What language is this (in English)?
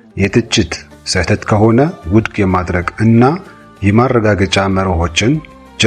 Amharic